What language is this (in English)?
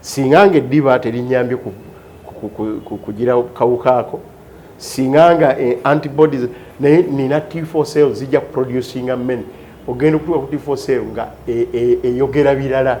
Ganda